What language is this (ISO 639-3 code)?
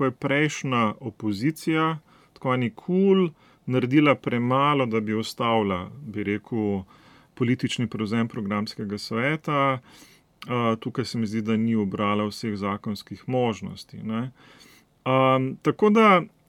slv